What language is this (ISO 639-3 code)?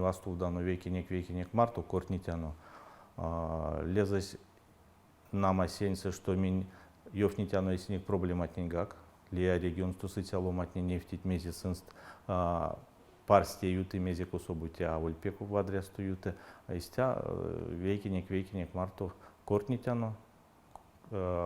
myv